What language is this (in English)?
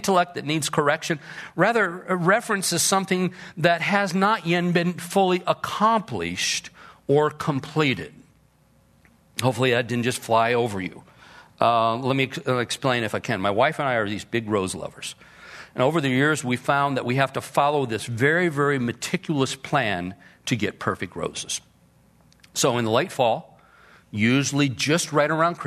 English